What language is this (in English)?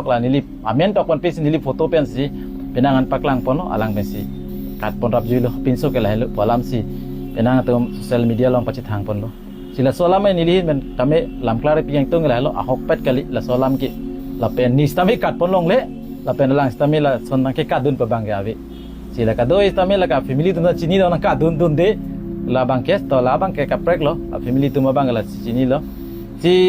Karbi